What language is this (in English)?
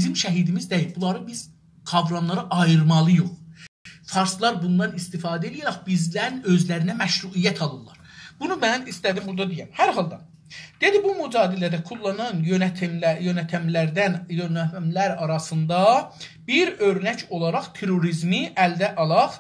South Azerbaijani